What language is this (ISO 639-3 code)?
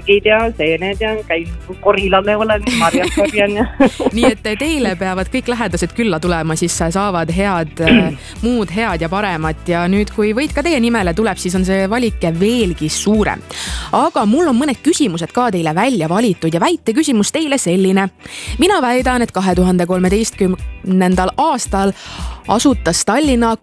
est